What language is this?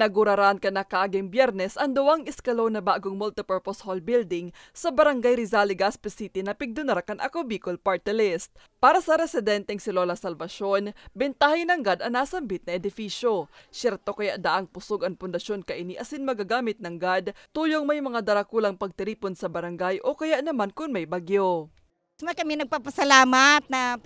Bikol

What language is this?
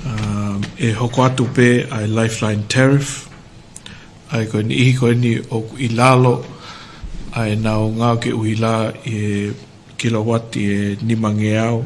Tongan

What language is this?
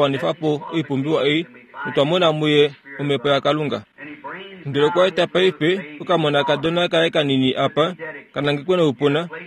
Kuanyama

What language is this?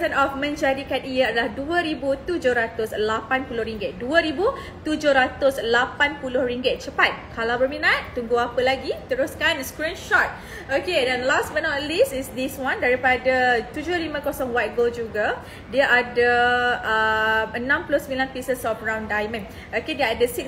Malay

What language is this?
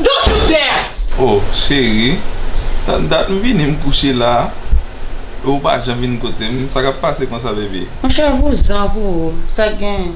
Haitian Creole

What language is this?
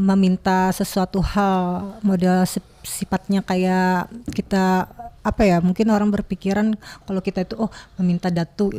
Banjar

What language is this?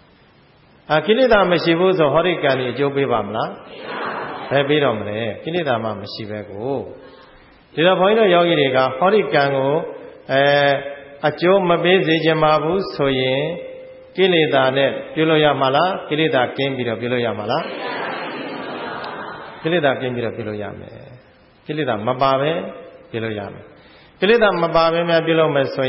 Burmese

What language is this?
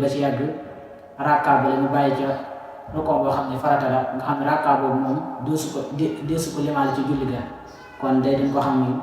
Wolof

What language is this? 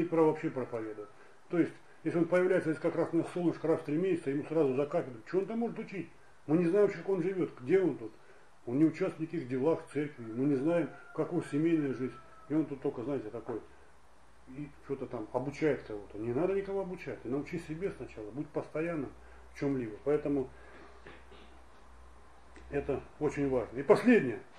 Russian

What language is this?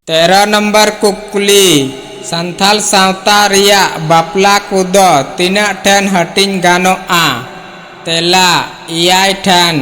Santali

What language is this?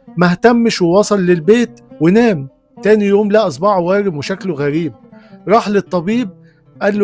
Egyptian Arabic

